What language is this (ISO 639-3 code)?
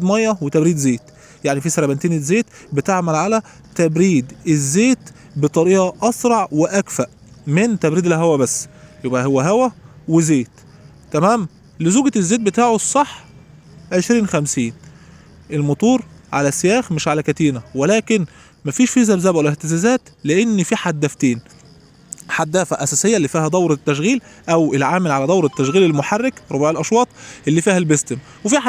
arz